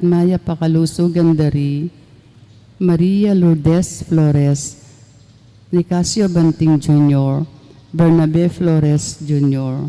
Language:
Pampanga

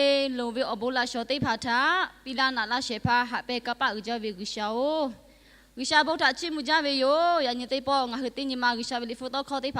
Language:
Lahu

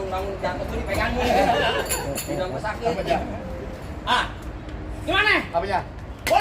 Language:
Betawi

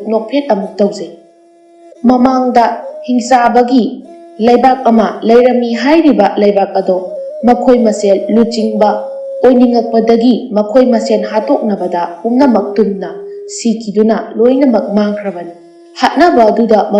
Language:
Manipuri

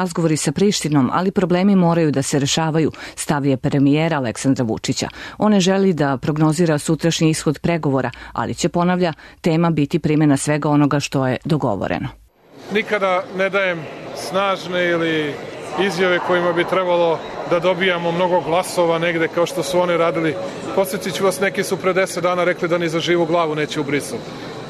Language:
Serbian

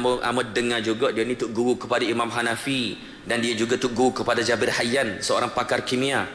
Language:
Malay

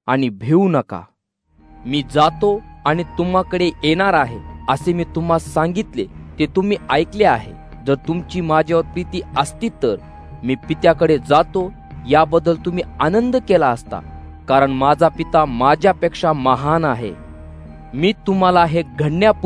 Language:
Marathi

